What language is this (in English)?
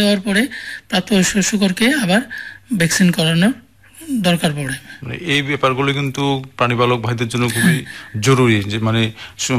Bangla